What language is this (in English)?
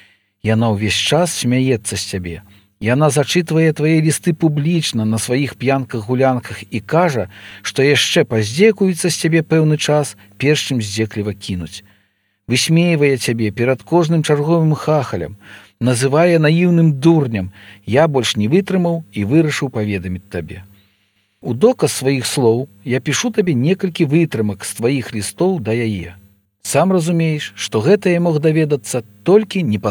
Belarusian